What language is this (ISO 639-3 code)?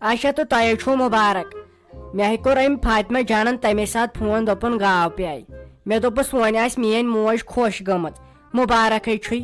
kas